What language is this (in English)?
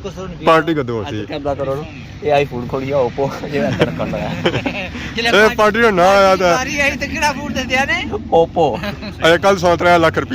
Pahari-Potwari